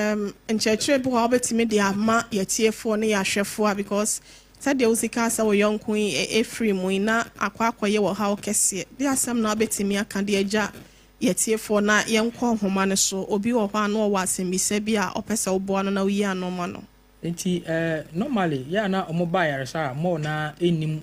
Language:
Akan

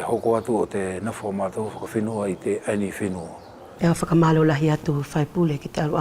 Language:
Wallisian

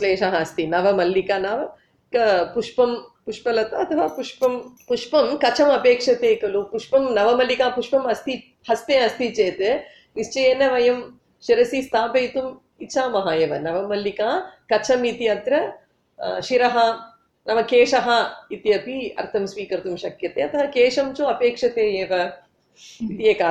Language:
Sanskrit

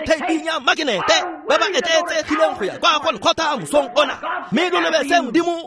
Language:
Tswana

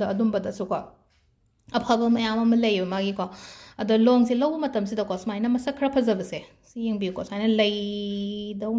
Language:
Manipuri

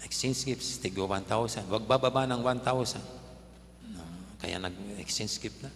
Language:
Pampanga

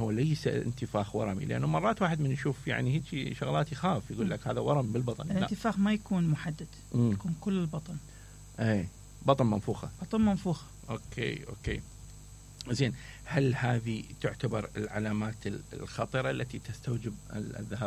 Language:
Mesopotamian Arabic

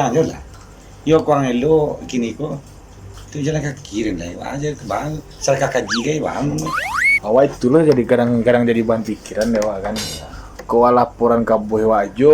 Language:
Minangkabau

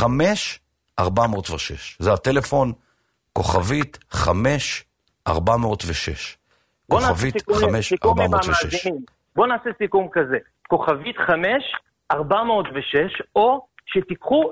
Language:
Hebrew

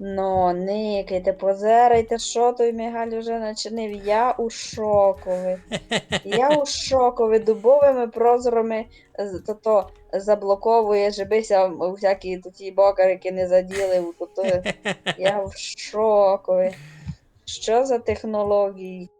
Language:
Rusyn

